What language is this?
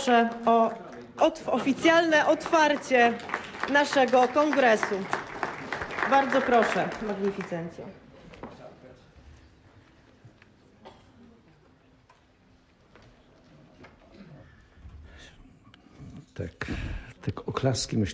Polish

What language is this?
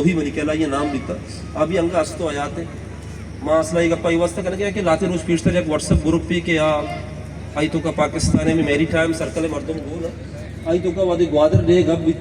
Baluchi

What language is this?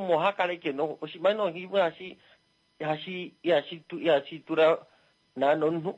Kuanyama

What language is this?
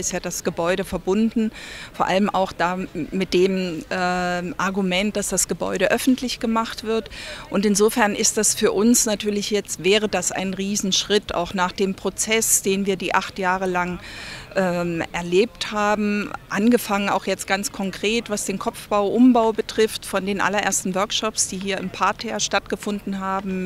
Swiss German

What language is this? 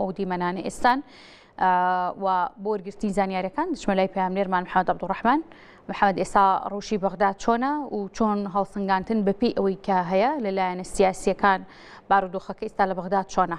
Central Kurdish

